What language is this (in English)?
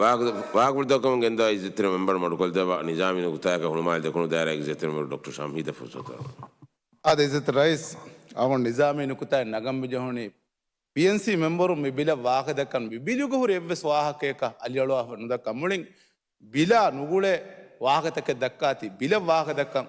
Divehi